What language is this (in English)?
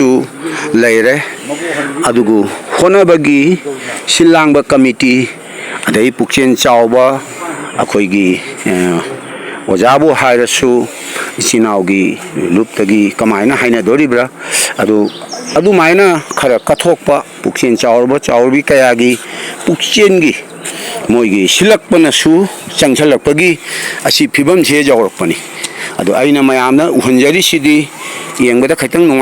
Manipuri